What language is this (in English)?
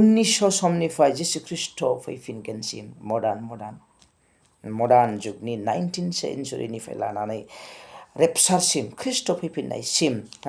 Bodo